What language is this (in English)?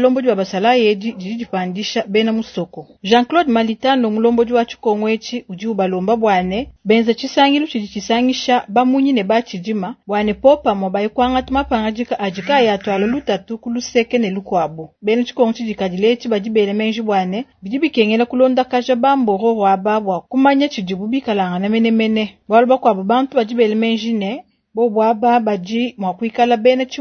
Luba-Lulua